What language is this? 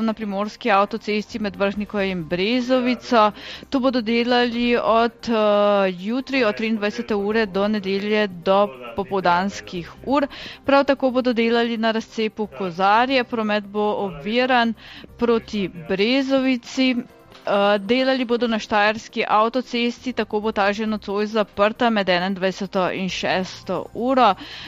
Slovenian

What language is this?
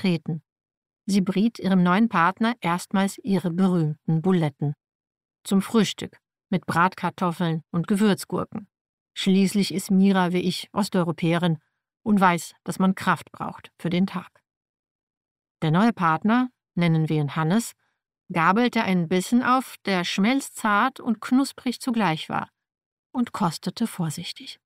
German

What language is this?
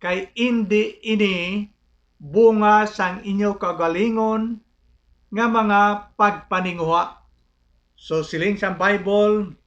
Hiligaynon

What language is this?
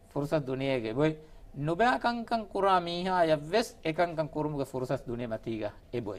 Divehi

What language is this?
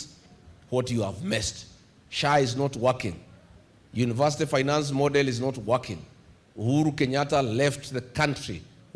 Kamba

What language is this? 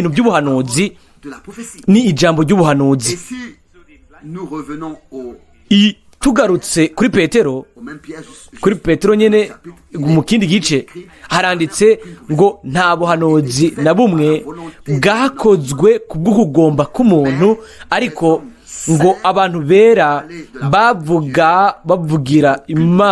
Rundi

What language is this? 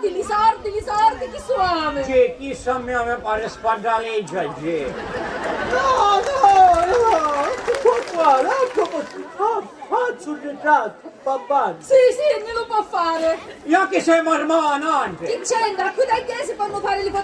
Sicilian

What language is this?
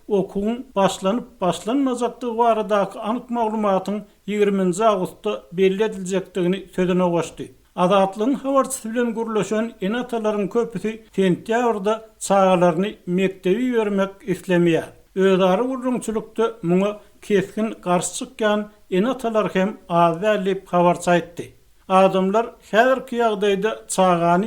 Turkmen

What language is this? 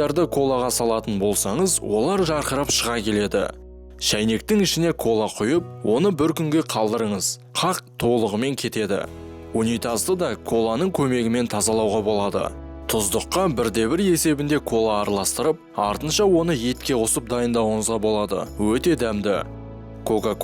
Kazakh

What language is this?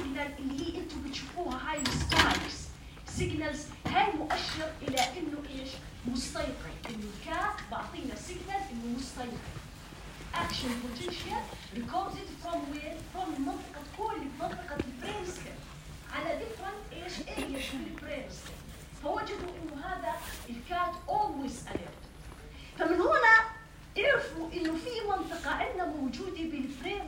North Levantine Arabic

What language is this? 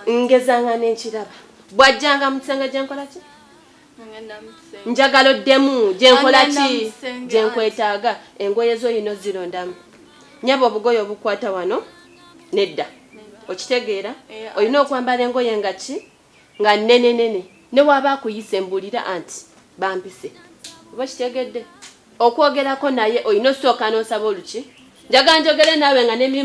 Ganda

